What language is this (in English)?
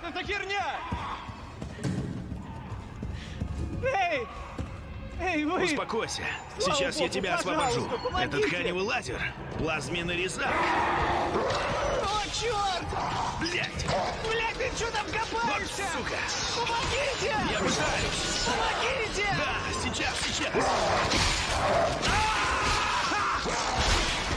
Russian